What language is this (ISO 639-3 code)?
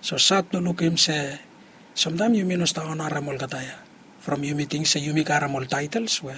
bis